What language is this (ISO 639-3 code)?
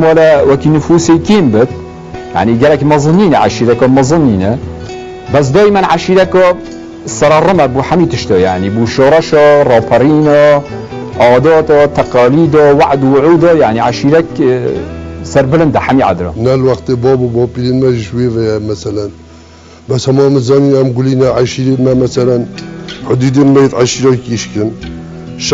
kur